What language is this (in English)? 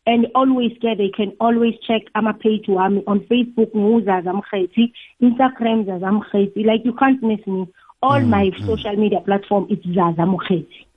South Ndebele